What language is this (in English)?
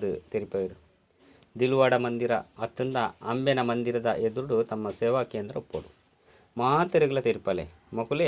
Tulu